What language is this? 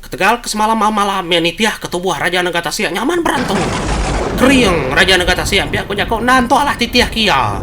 Iban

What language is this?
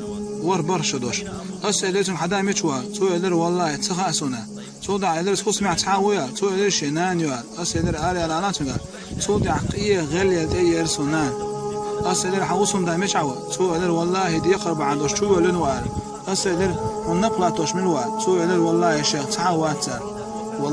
Chechen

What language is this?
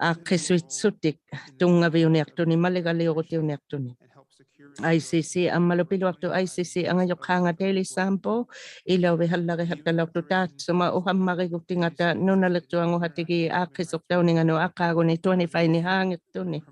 Inuktitut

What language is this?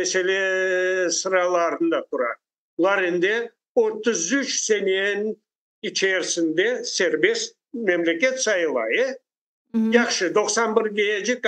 Crimean Tatar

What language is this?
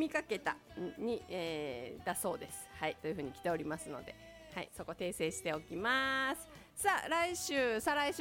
Japanese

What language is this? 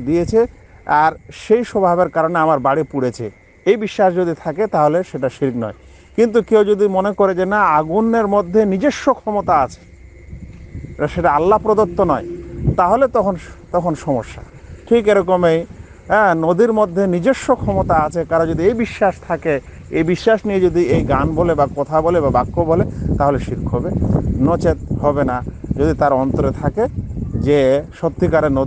Bangla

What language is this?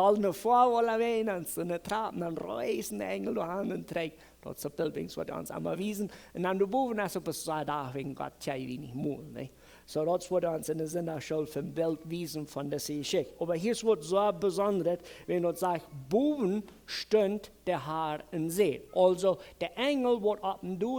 Plautdietsch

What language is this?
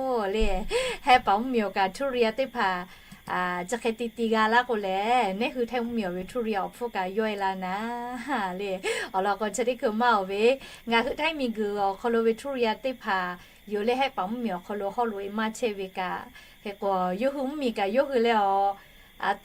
Lahu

